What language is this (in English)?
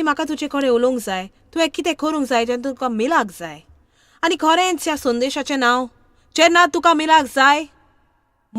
Konkani